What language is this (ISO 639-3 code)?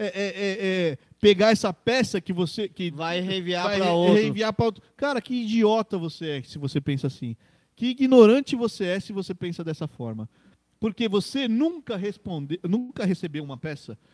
por